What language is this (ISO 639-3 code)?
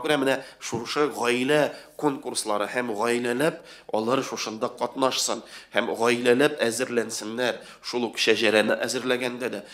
tat